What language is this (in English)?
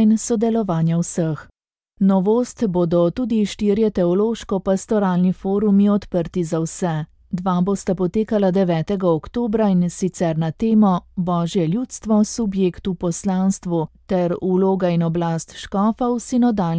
Slovenian